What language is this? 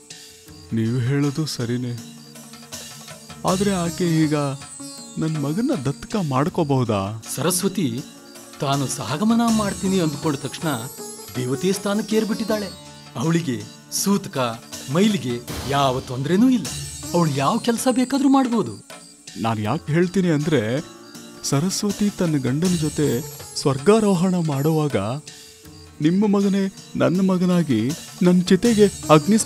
Kannada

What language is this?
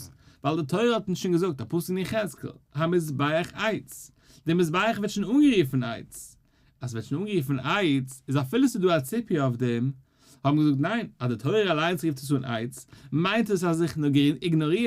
Yiddish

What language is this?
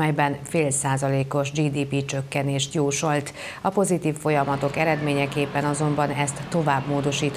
Hungarian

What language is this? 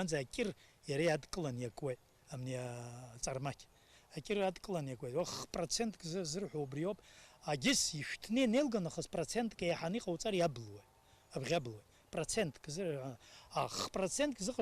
Abkhazian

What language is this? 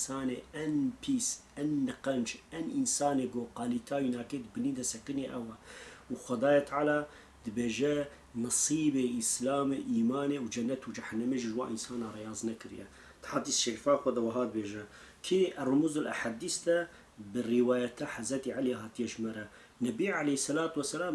Kurdish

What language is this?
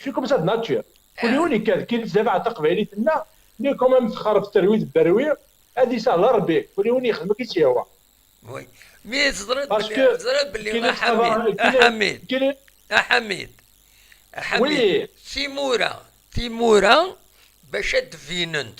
Kabyle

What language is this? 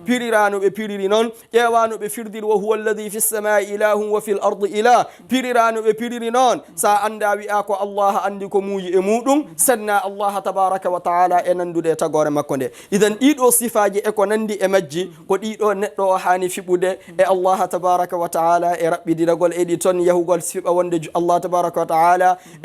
Fula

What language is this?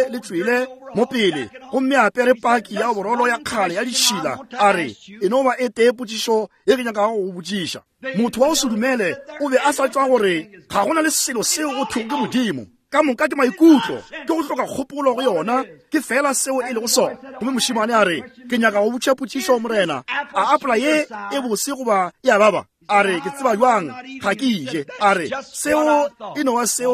Northern Sotho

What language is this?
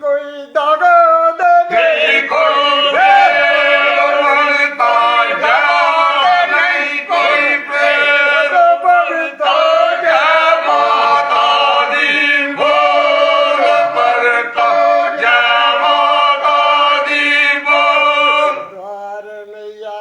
Dogri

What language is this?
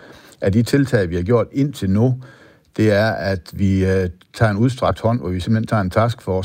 Danish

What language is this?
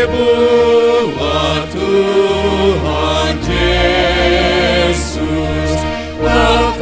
Batak Simalungun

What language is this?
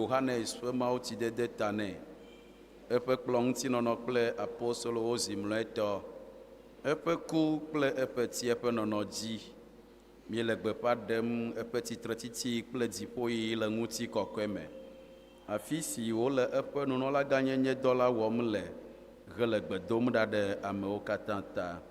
Ewe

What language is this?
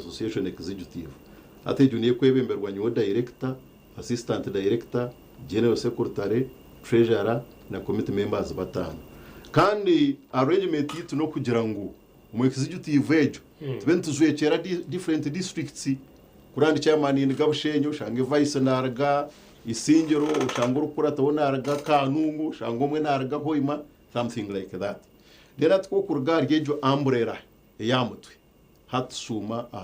Nyankole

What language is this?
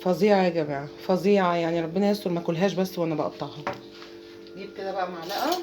Egyptian Arabic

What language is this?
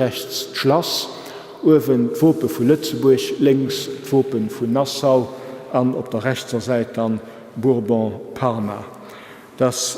Luxembourgish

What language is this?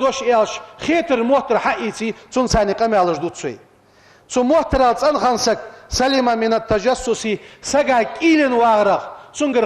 Ingush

